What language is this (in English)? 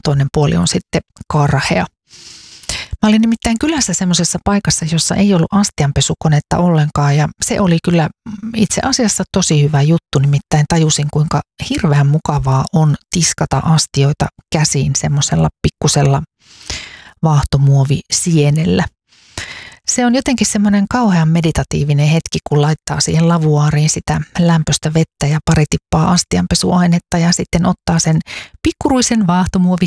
Finnish